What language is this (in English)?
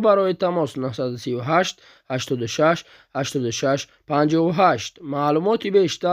Tajik